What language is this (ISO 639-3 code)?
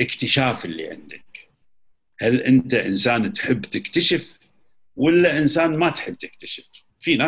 afb